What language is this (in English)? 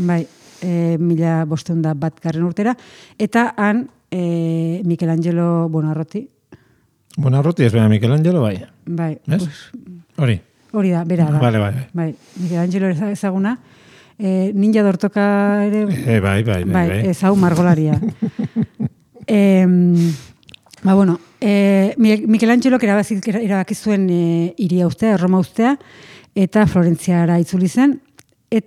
Basque